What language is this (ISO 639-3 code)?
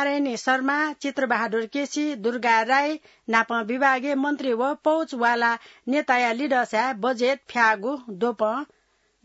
new